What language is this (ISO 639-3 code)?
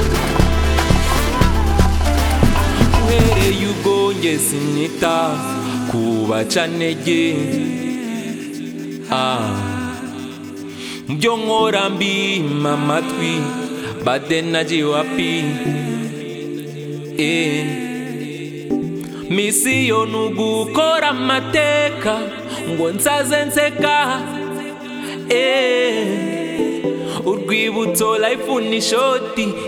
kin